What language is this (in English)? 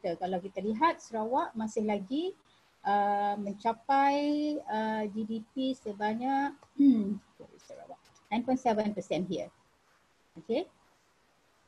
Malay